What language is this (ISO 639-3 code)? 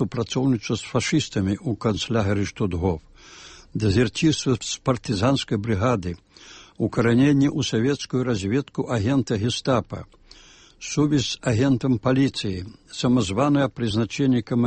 bel